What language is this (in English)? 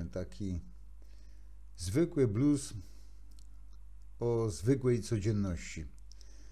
Polish